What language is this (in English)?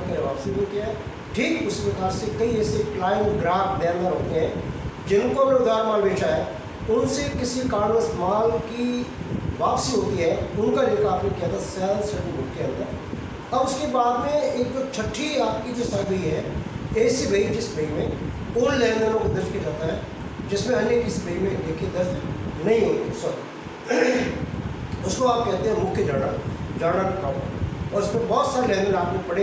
Hindi